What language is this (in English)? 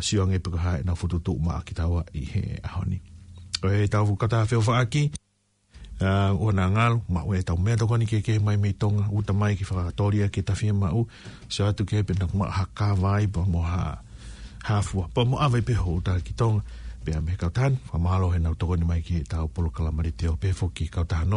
Tongan